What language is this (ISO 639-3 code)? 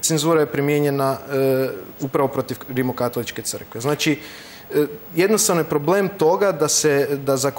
hrv